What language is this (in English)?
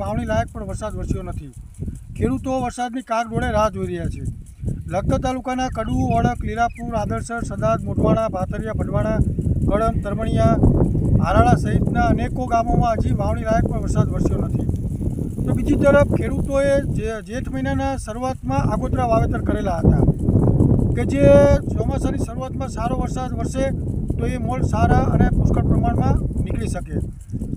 Gujarati